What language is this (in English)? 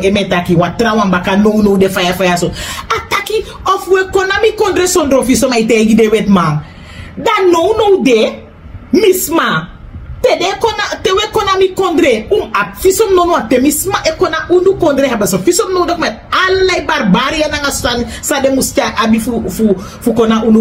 Sranan Tongo